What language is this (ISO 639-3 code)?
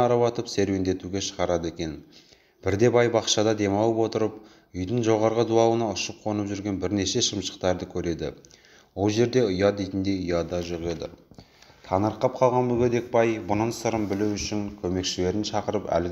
kaz